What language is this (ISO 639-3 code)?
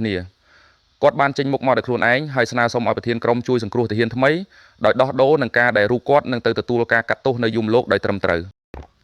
khm